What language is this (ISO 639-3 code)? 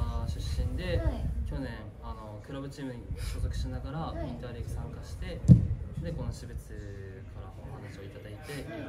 jpn